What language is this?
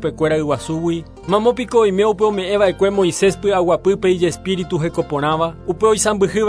Guarani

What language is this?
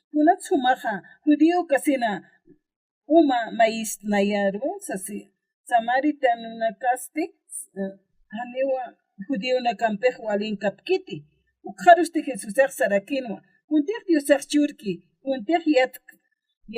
Aymara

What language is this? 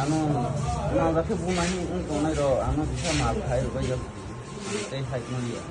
Kok Borok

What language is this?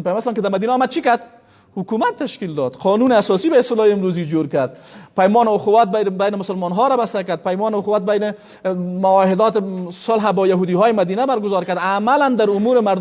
Persian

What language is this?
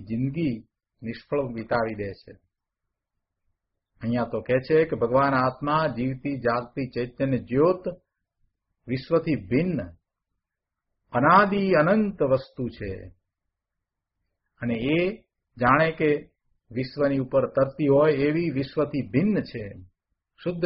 Gujarati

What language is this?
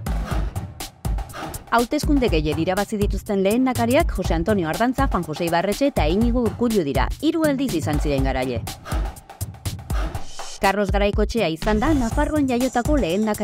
Basque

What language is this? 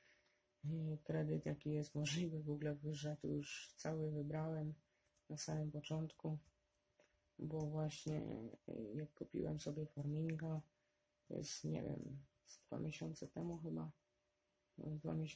Polish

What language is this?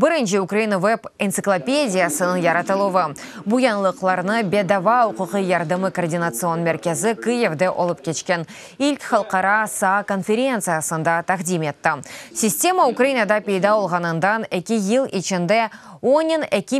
Crimean Tatar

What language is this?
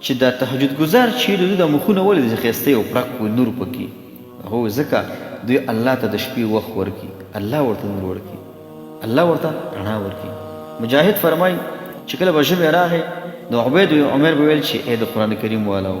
Pashto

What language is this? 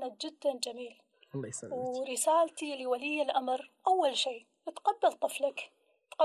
Gulf Arabic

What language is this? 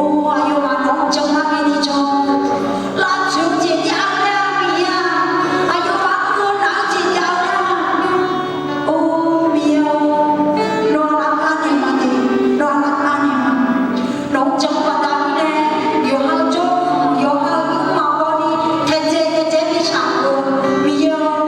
Akha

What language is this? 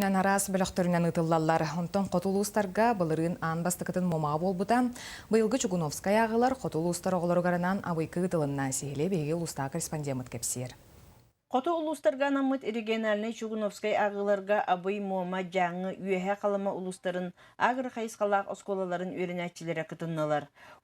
Yakut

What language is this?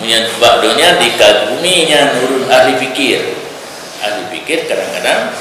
Achinese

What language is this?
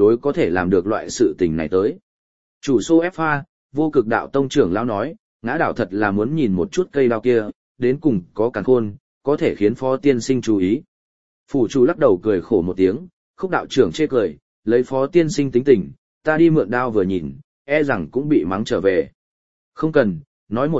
Vietnamese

